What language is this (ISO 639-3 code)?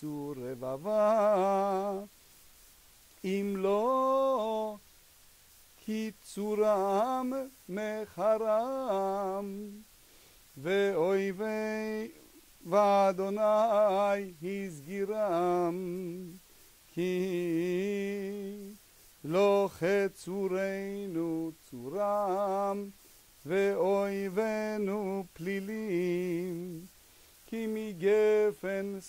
heb